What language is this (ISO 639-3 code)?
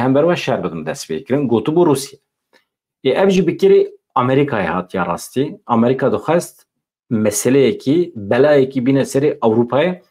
kur